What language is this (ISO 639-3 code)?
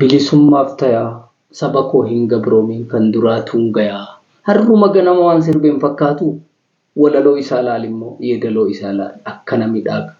orm